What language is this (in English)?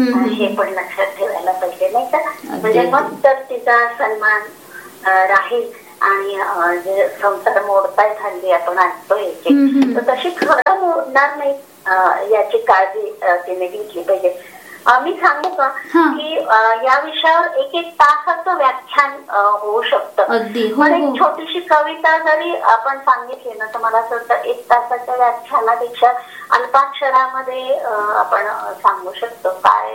Marathi